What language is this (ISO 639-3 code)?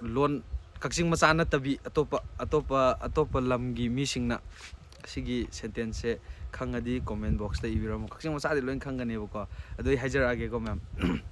mni